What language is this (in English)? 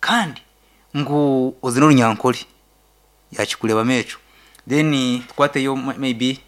Nyankole